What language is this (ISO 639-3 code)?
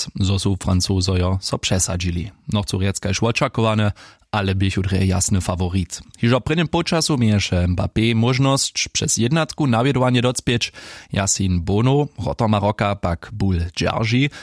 hsb